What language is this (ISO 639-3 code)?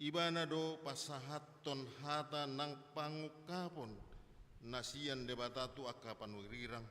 bbc